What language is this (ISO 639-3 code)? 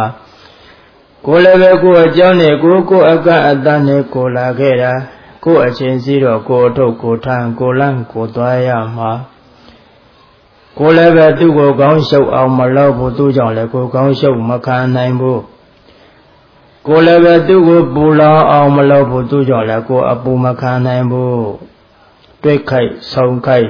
mya